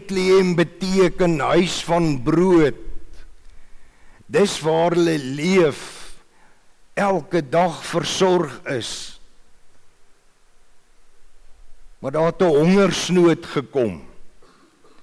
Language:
Afrikaans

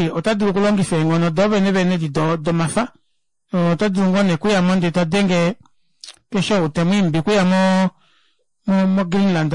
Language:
Kuanyama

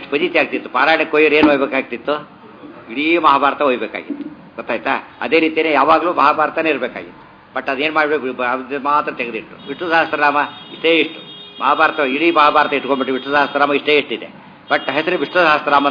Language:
Kannada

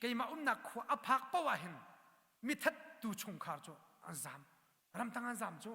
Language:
Hakha Chin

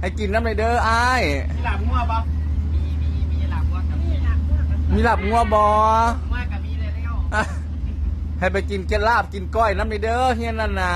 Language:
Northeastern Thai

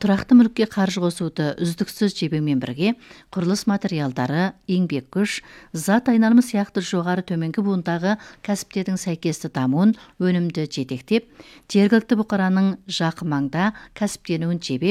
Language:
Kazakh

